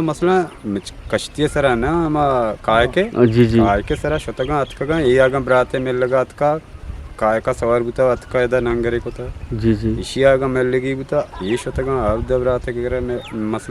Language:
Eastern Balochi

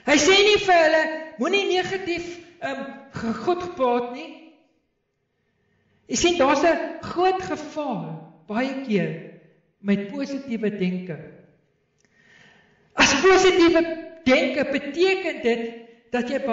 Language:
Afrikaans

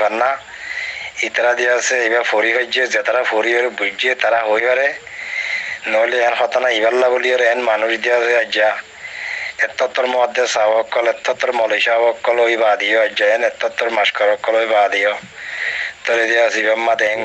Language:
Rohingya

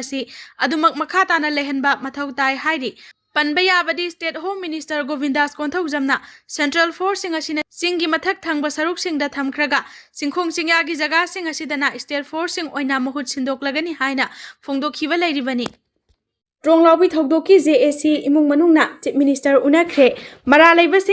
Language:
Manipuri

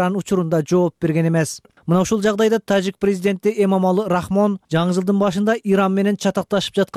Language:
Kyrgyz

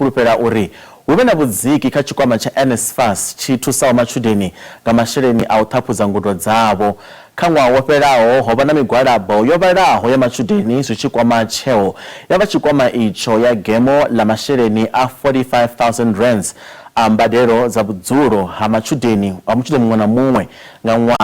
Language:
Venda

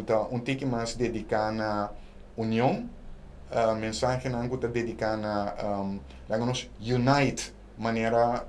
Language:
Papiamento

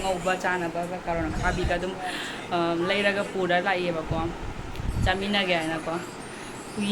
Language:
Manipuri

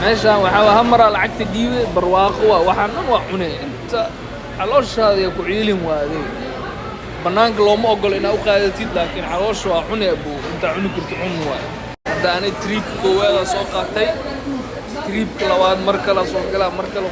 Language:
Somali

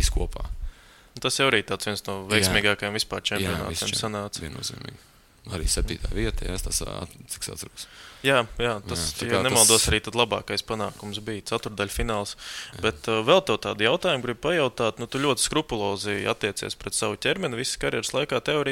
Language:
Latvian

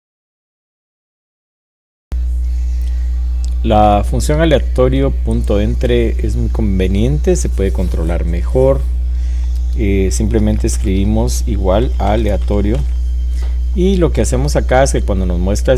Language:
Spanish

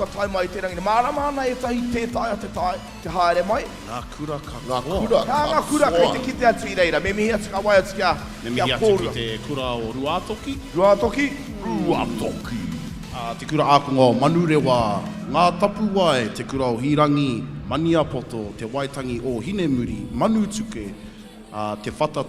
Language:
Māori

